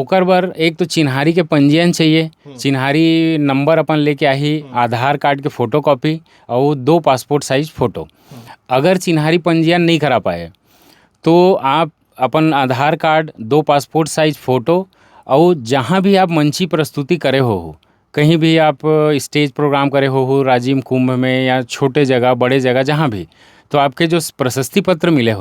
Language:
Chhattisgarhi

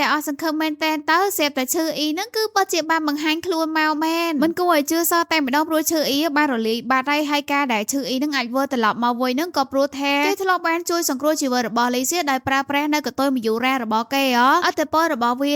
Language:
Khmer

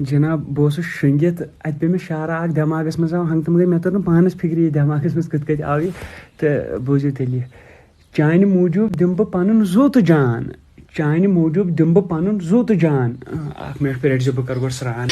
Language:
Kashmiri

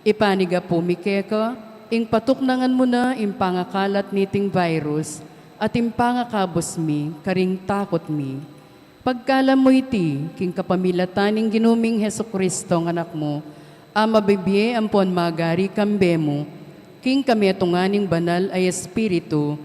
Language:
Pampanga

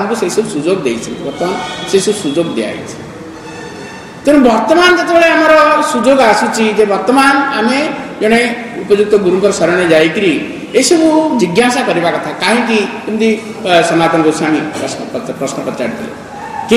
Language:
Odia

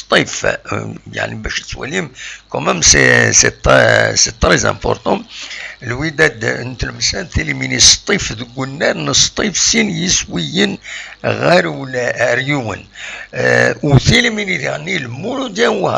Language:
Kabyle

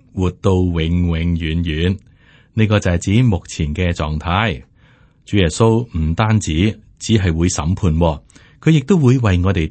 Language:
Cantonese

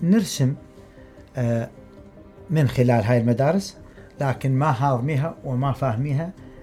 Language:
Mesopotamian Arabic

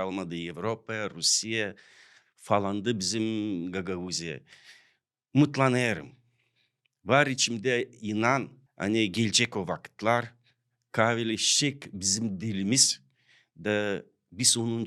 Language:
Gagauz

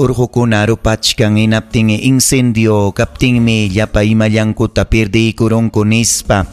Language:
Ayacucho Quechua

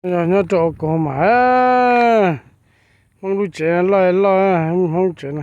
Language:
Hmong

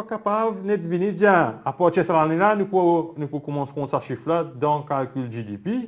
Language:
Morisyen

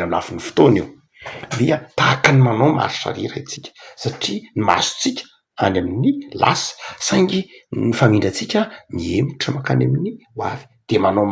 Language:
Malagasy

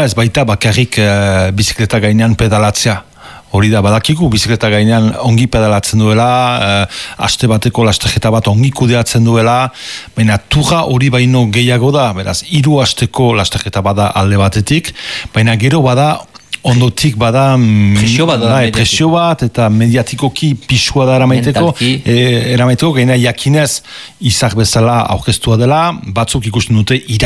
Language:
Basque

